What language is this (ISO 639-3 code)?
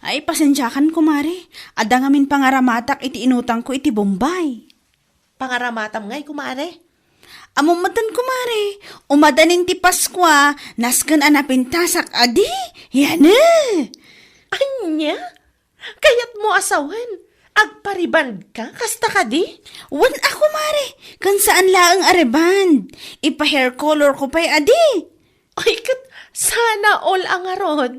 ilo